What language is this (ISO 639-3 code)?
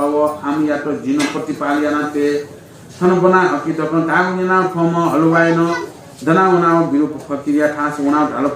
new